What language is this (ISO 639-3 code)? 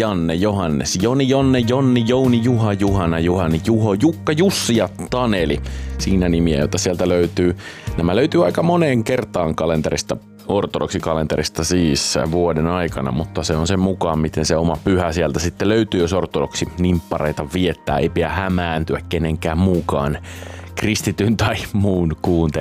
fin